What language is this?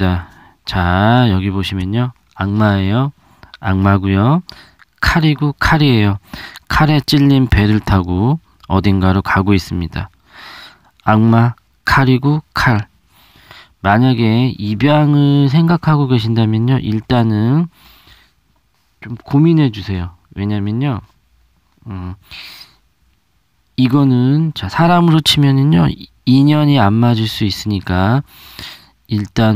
Korean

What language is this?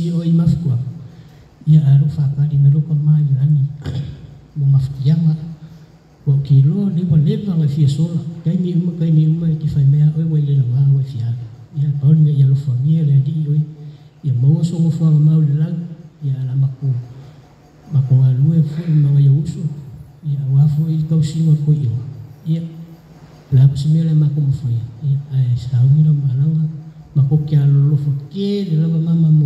Samoan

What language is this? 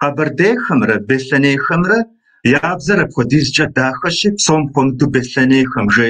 Kabardian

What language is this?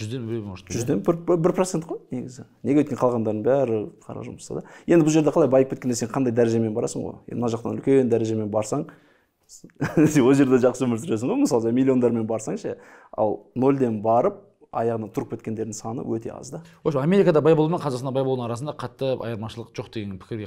Kazakh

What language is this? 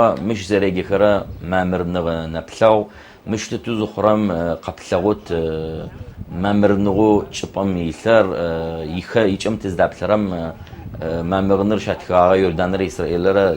Adyghe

